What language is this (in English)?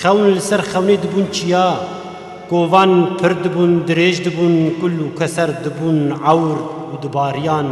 Kurdish